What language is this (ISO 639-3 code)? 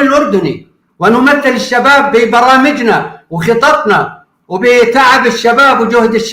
apc